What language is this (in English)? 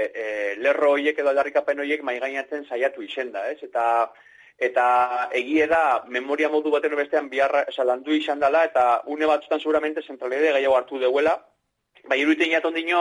Basque